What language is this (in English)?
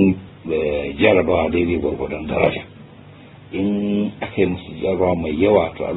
Hausa